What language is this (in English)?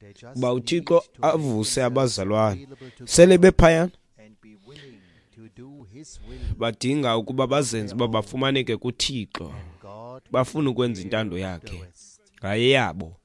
Xhosa